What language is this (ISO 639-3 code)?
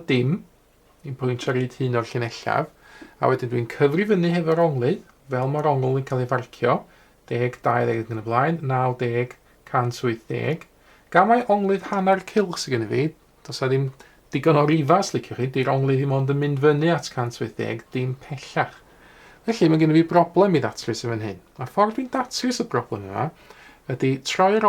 cym